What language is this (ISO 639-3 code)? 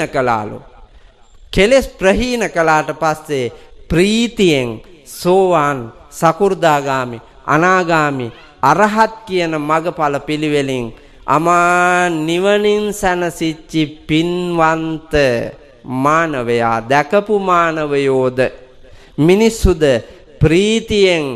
sin